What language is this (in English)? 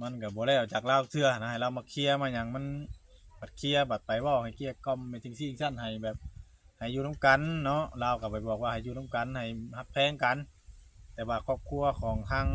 Northeastern Thai